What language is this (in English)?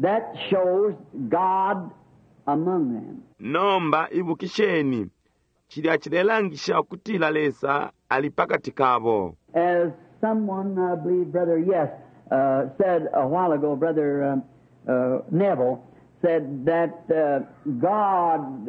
Bemba